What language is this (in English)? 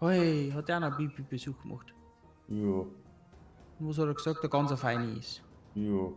Bavarian